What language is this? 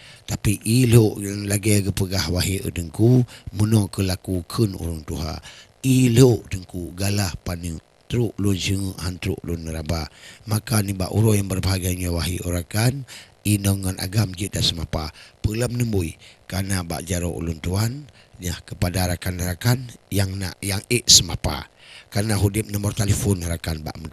Achinese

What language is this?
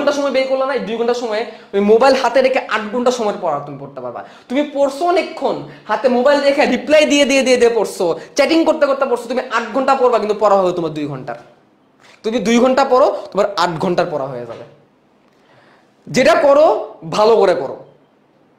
Bangla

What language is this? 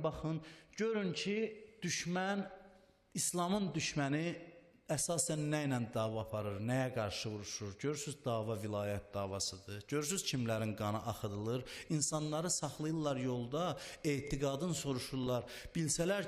Azerbaijani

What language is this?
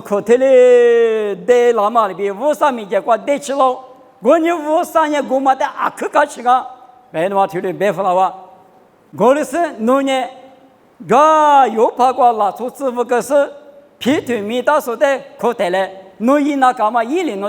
Lisu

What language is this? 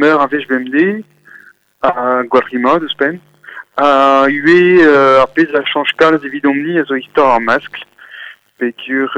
Breton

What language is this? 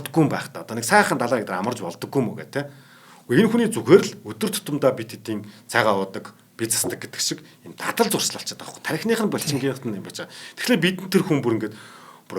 Mongolian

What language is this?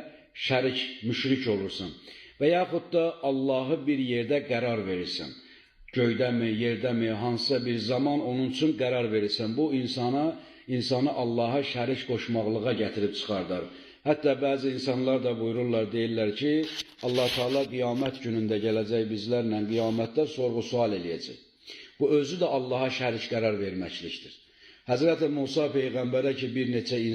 Azerbaijani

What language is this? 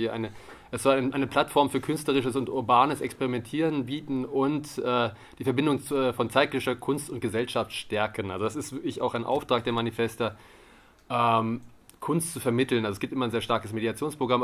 German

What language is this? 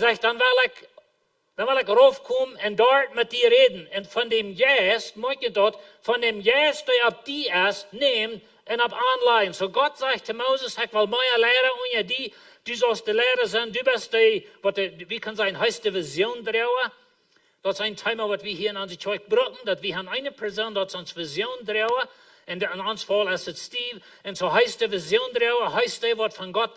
Plautdietsch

